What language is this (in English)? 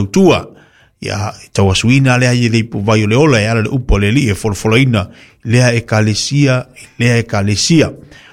Samoan